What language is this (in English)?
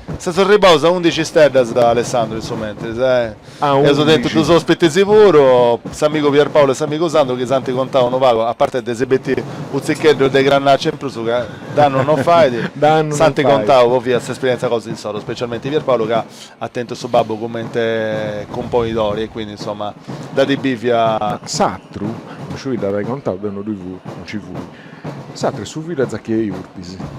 Sardinian